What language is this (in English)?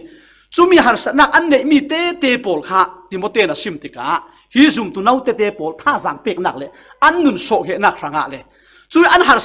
Falam Chin